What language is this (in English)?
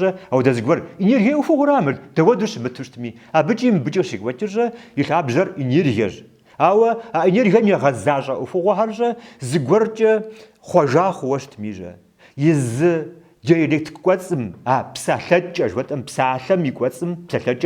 Kabardian